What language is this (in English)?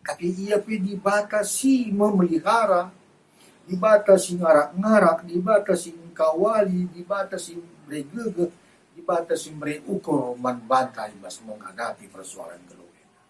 Batak Karo